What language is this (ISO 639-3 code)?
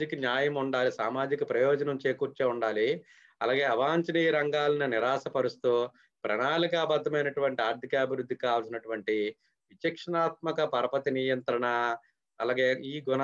tel